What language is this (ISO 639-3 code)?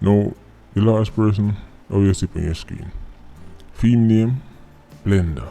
jam